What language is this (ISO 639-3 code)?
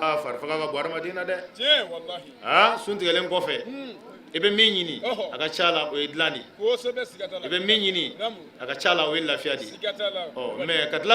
bam